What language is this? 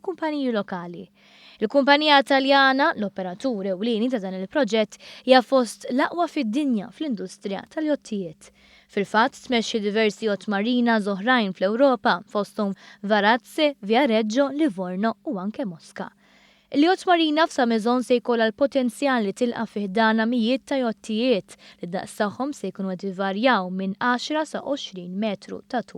Maltese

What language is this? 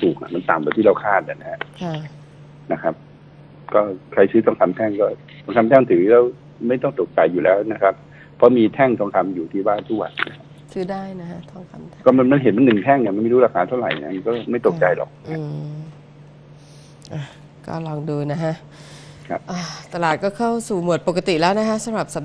Thai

